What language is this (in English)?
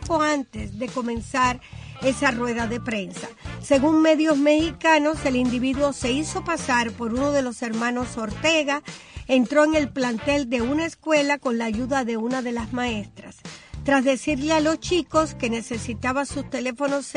Spanish